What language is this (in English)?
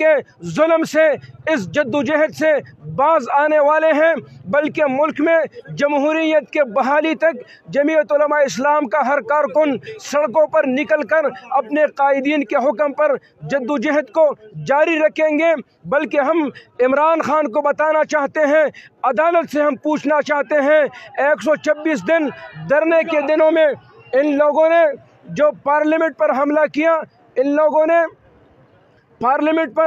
Urdu